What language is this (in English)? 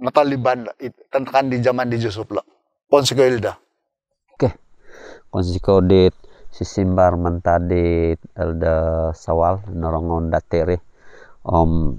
Central Dusun